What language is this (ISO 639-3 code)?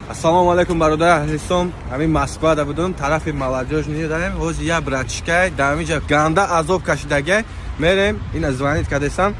tgk